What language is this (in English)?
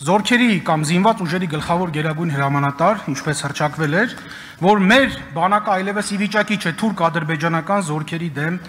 Armenian